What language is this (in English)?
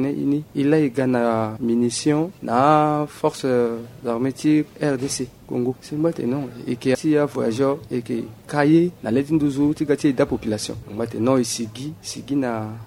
Sango